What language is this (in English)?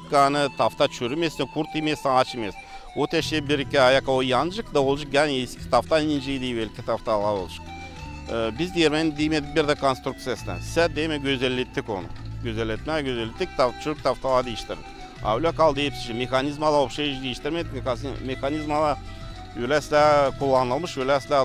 Gagauz